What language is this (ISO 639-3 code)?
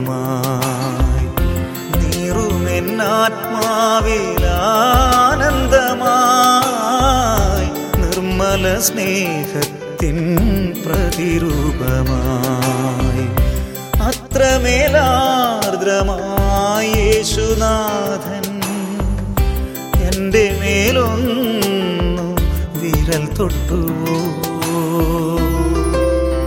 mal